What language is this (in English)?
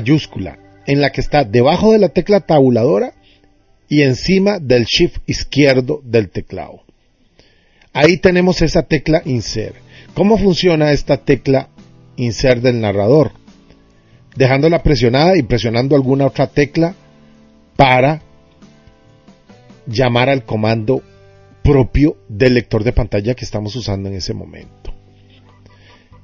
Spanish